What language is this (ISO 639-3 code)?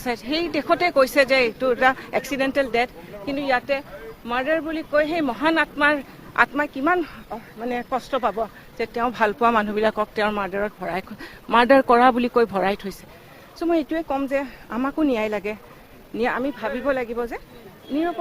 asm